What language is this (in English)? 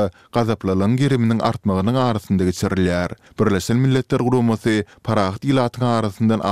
Turkmen